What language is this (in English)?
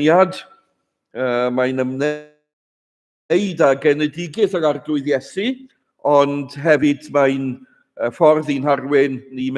Welsh